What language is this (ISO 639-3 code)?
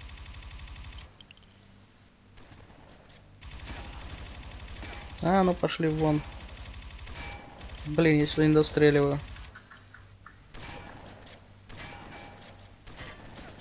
rus